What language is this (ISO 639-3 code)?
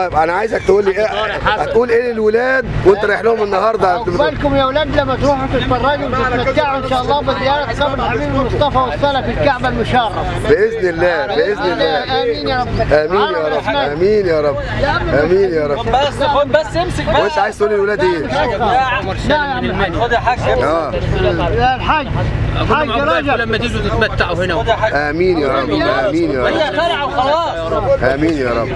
arz